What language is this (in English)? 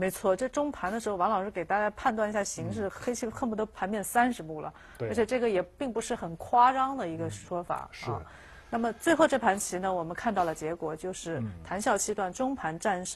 Chinese